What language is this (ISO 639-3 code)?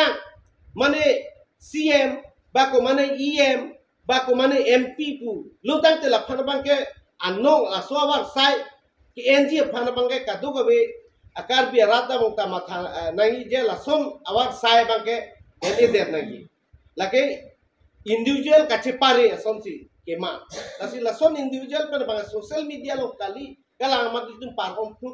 mjw